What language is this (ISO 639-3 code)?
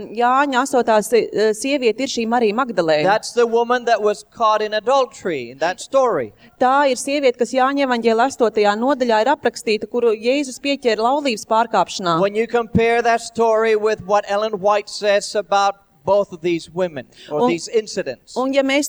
lav